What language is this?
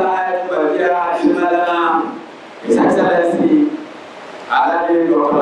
Dagbani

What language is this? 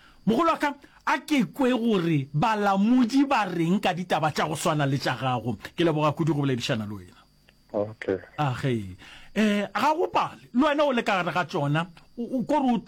Northern Sotho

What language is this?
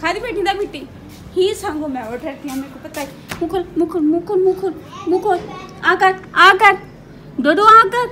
Saraiki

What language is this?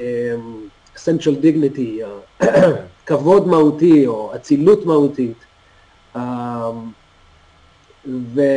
Hebrew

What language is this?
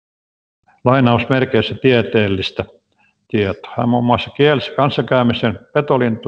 Finnish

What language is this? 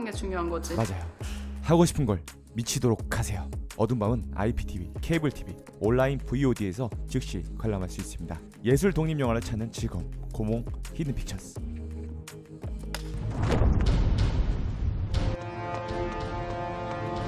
Korean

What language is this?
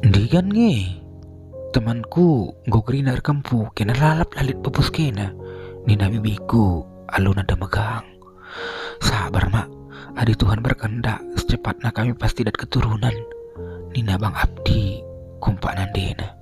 Batak Karo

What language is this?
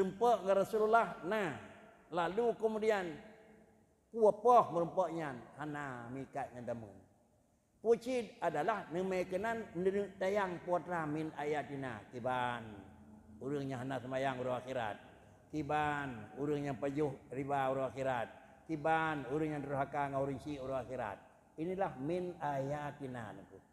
Achinese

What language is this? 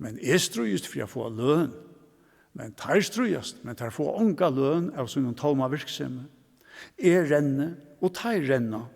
Faroese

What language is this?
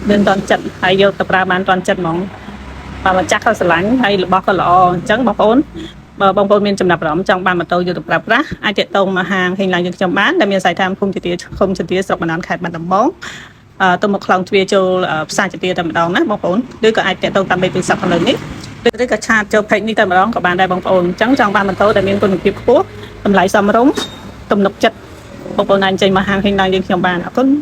Khmer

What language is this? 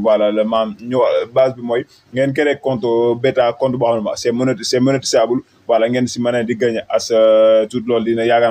Wolof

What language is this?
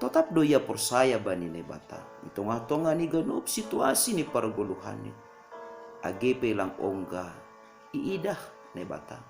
Batak Simalungun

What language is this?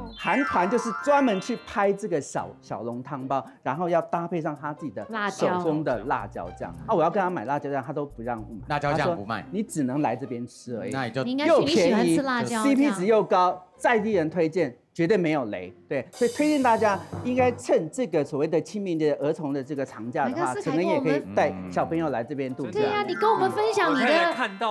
Chinese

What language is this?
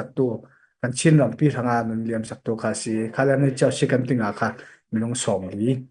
Falam Chin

